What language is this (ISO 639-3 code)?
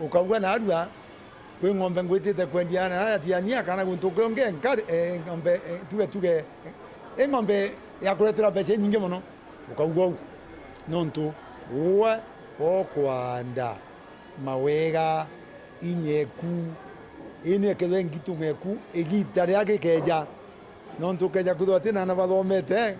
mer